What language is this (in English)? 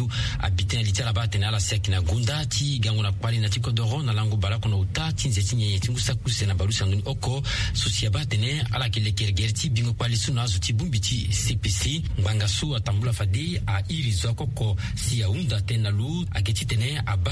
Sango